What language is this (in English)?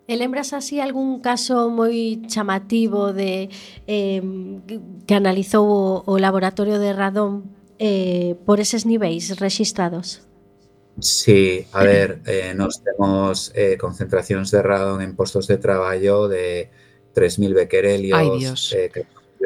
Galician